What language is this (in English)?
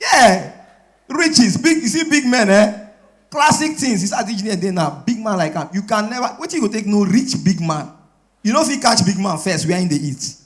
Nigerian Pidgin